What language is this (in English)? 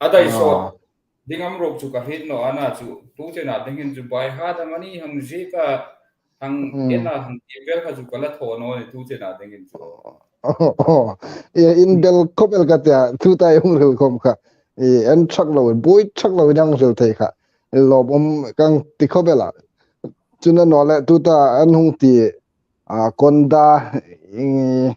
Hmar